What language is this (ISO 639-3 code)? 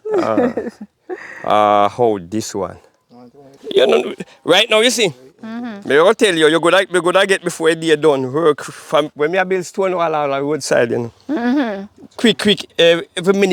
jam